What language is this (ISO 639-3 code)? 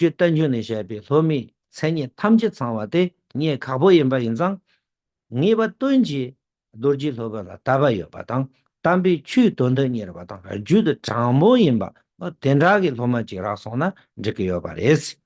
bod